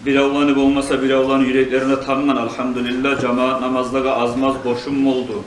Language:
Kumyk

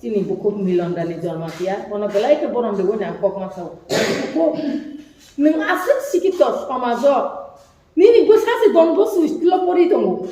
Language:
Kok Borok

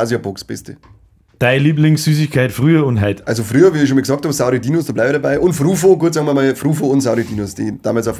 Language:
Bavarian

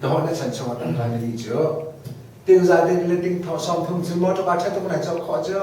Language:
Hakha Chin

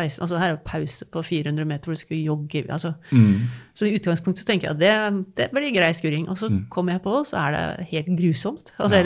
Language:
Norwegian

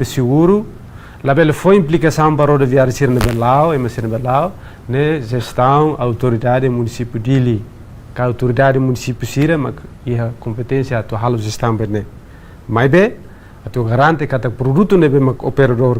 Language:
Tetum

